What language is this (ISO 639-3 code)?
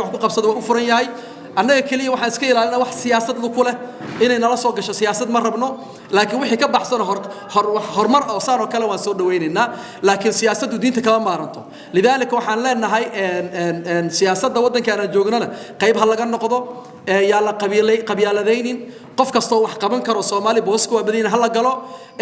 som